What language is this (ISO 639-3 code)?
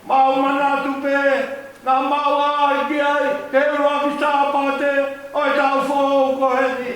ton